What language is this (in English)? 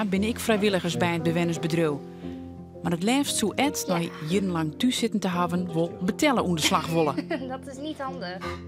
Western Frisian